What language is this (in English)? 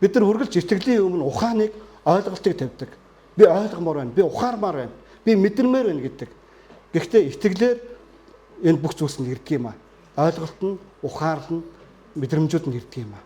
Mongolian